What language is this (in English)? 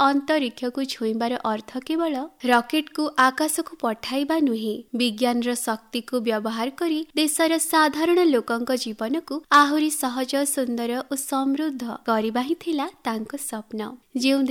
Odia